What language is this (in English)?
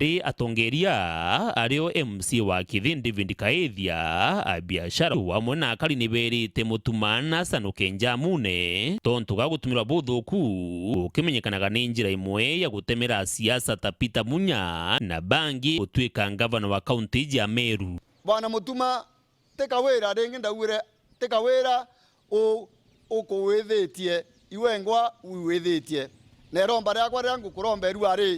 Meru